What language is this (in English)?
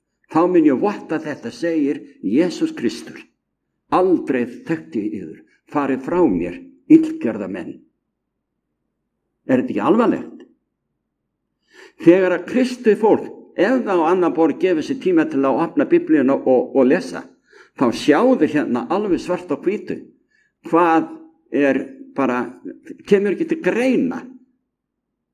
Icelandic